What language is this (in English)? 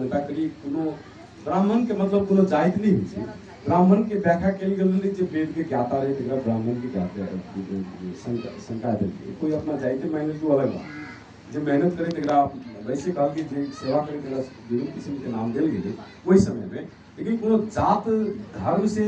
Magahi